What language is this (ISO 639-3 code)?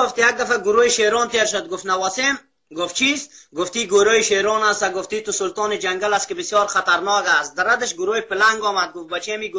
fas